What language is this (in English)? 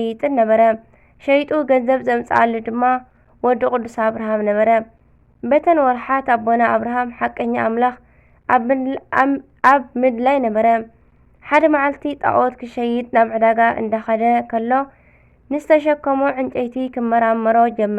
Tigrinya